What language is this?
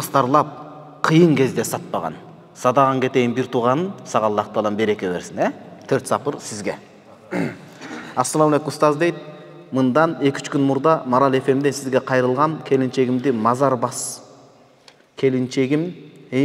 Kyrgyz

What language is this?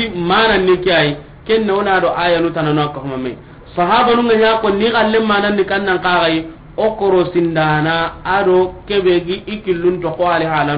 Soninke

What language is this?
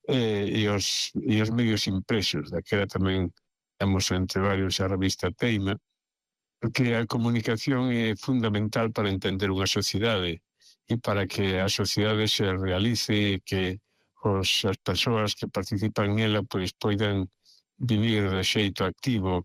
Galician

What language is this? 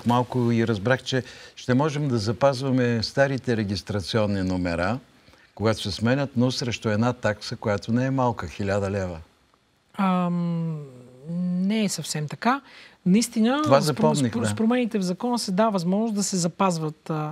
Bulgarian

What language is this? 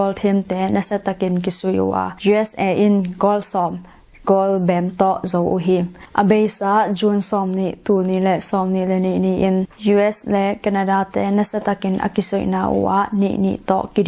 Tedim Chin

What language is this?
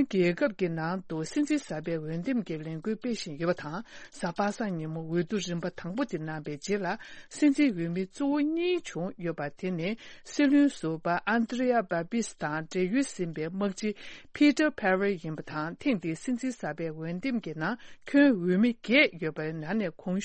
Tibetan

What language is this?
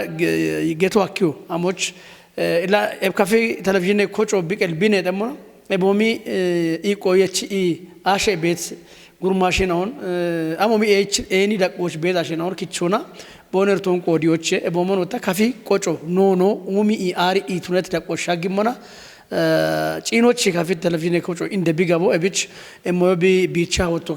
Kafa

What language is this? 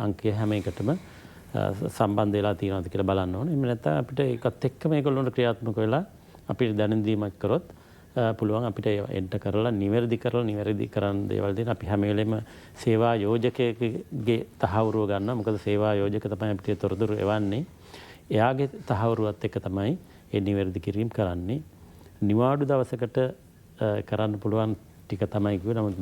Sinhala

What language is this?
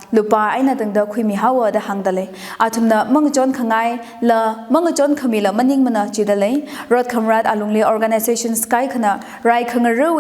Tangkhul Naga (India)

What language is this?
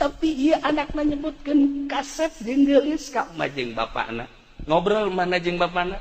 Sundanese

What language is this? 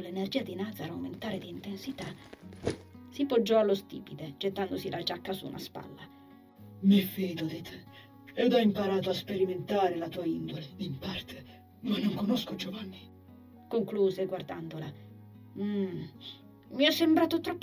Italian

